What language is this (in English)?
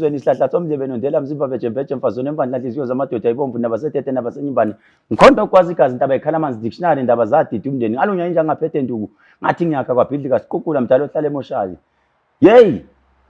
Zulu